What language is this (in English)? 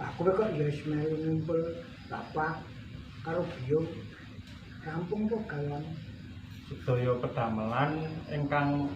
Javanese